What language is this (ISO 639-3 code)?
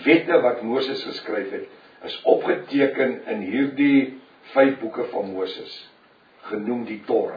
afr